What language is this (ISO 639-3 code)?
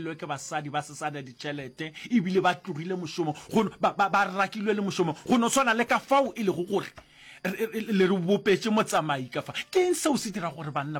nso